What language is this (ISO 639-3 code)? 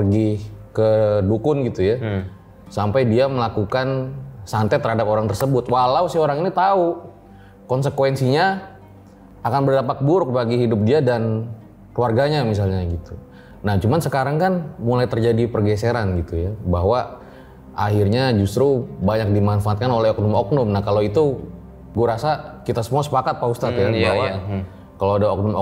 ind